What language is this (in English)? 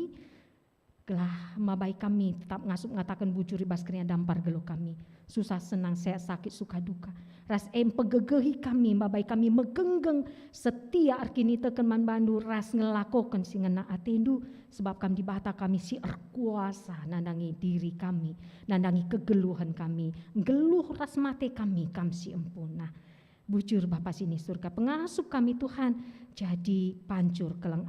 Batak Karo